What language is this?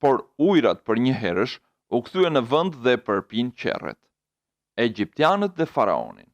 Albanian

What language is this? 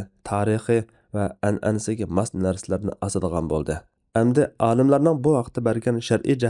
Uyghur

